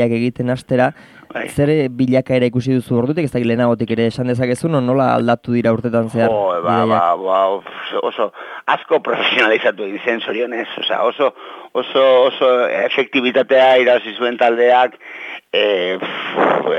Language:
Basque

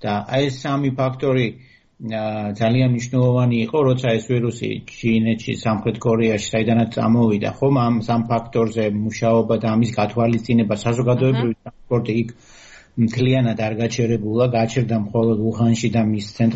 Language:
Georgian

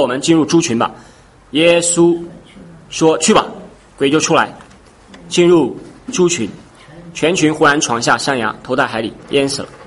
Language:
Chinese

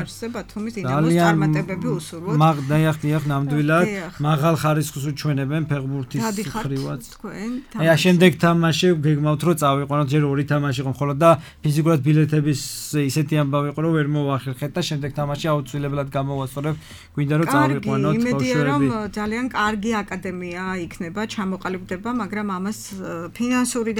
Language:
Georgian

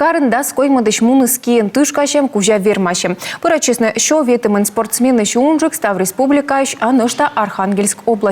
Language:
Komi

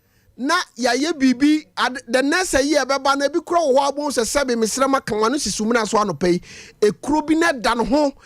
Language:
Akan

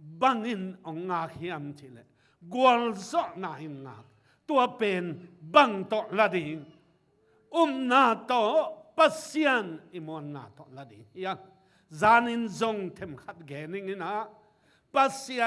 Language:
Tedim Chin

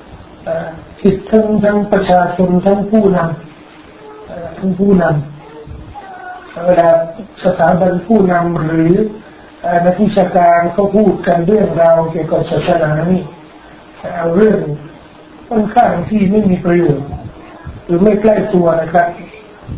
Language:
Thai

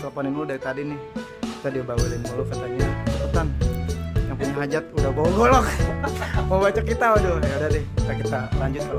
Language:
Betawi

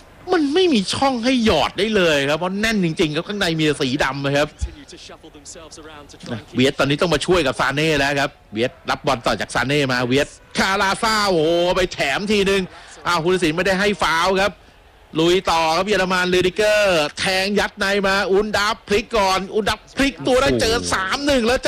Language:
Thai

